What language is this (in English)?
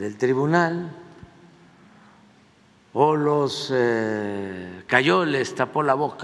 Spanish